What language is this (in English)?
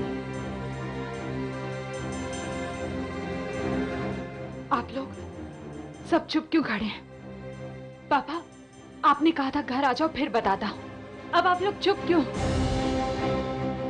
Hindi